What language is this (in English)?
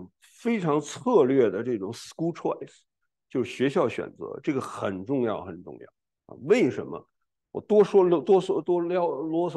Chinese